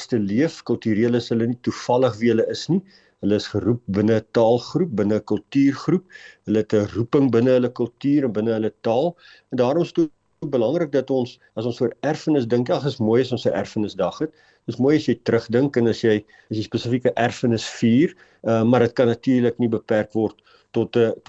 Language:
Afrikaans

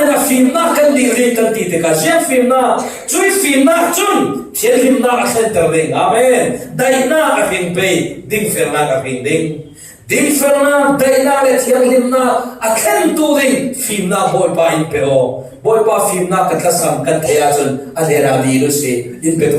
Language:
Falam Chin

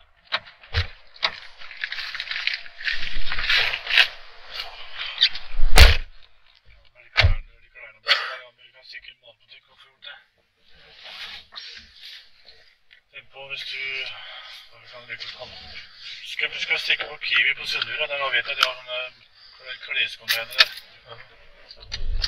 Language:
Norwegian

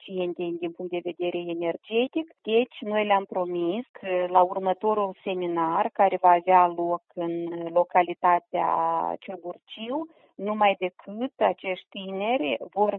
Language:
Romanian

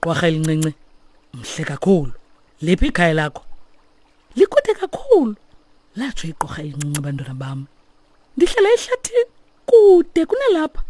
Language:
Xhosa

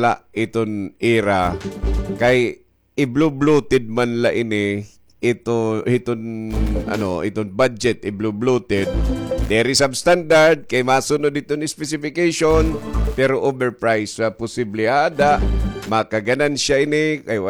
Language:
Waray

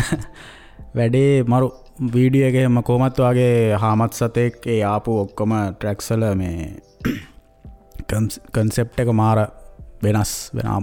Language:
Sinhala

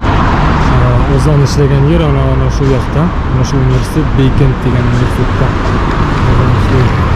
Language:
Bashkir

